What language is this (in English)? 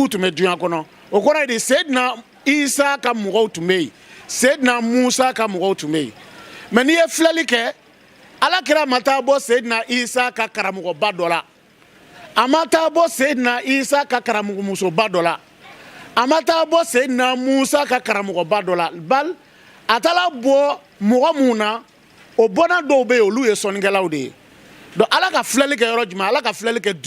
Bambara